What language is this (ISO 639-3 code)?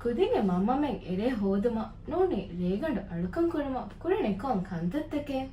div